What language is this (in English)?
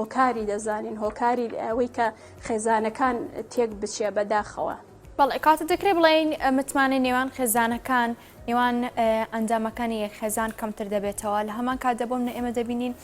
Central Kurdish